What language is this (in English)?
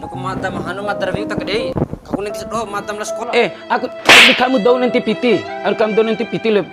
Bima